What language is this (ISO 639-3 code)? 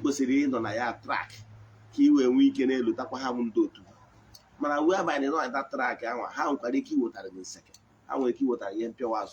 ibo